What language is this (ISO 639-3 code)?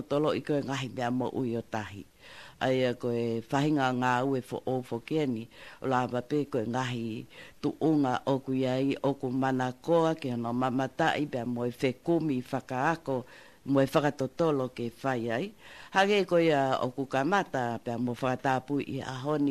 ton